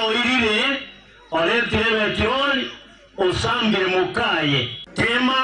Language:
Gusii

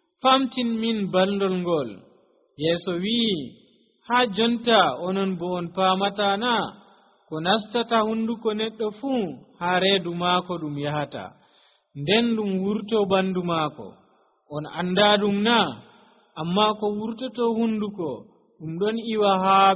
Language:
Nigerian Fulfulde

